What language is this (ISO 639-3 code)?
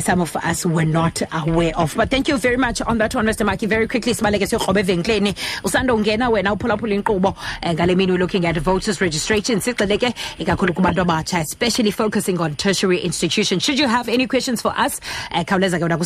xho